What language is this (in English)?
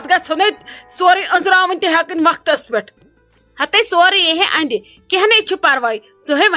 Kashmiri